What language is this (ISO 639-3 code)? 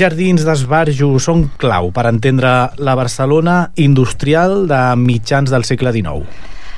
cat